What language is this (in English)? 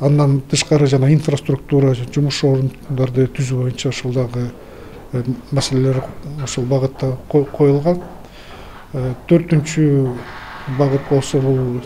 Kyrgyz